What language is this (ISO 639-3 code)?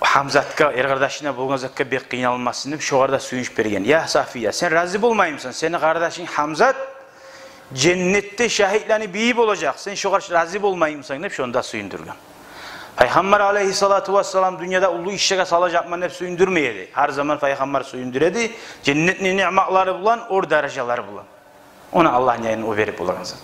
kum